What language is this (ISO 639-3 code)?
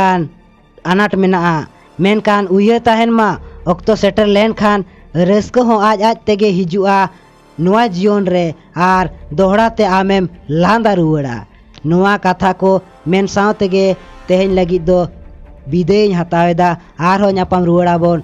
sat